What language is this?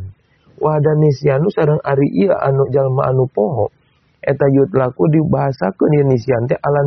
Sundanese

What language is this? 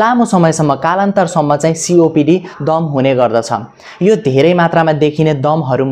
Nepali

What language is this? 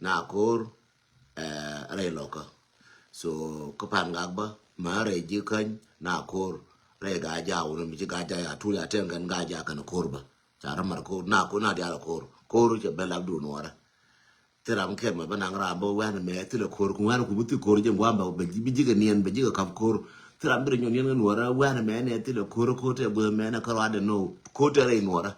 Nuer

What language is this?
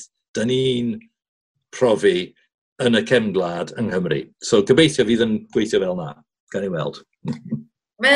Welsh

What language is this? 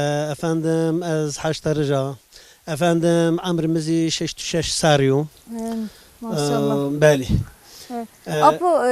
Zaza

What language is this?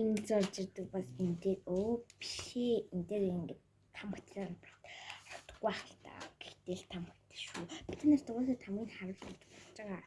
Mongolian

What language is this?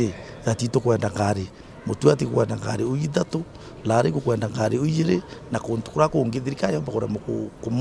Meru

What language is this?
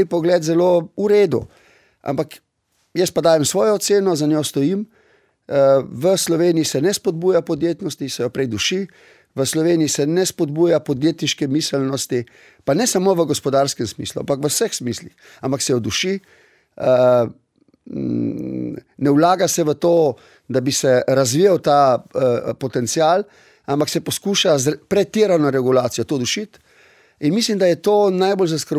Slovenian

